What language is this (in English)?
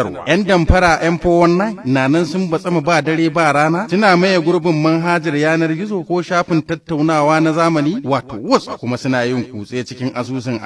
Hausa